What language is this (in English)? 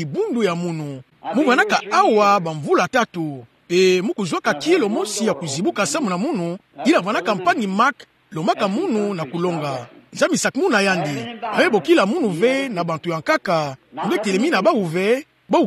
Kituba (Democratic Republic of Congo)